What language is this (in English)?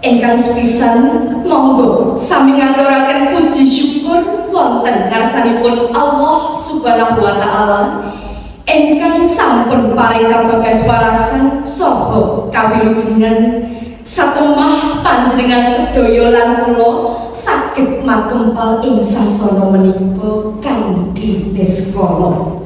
Javanese